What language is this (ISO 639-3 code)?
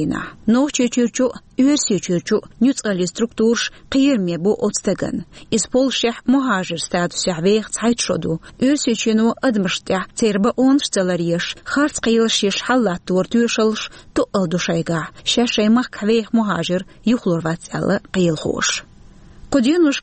che